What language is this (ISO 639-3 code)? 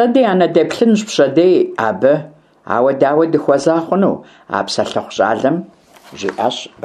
kbd